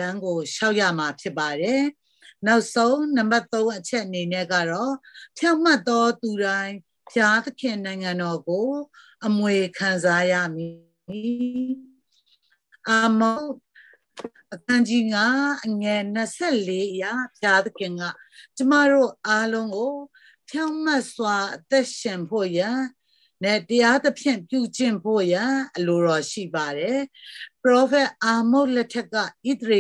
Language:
Burmese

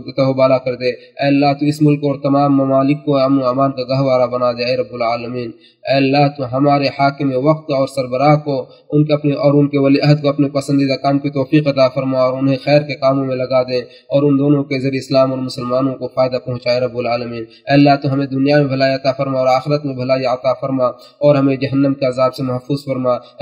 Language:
Urdu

